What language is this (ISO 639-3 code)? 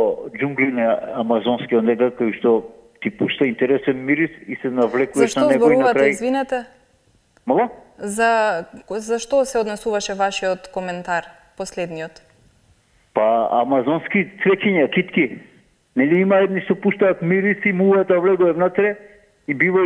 mkd